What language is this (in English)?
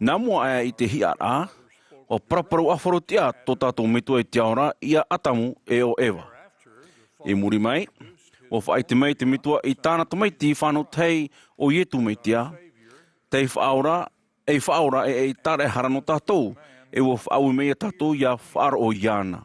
Tahitian